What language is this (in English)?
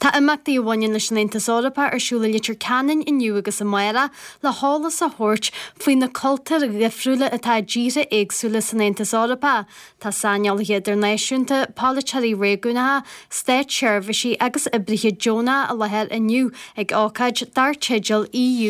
Irish